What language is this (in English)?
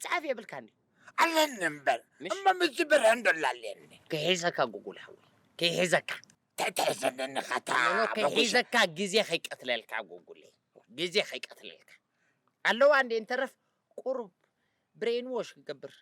Tigrinya